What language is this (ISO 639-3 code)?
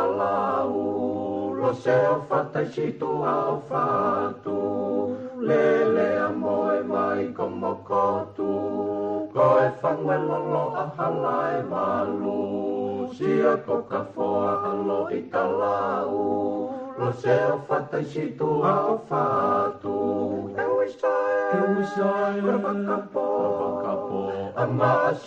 ton